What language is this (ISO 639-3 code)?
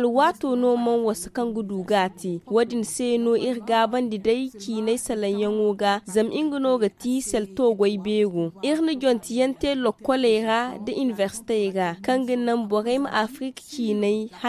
dje